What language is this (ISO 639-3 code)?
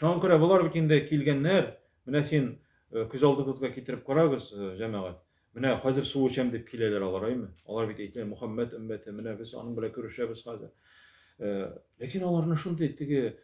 tat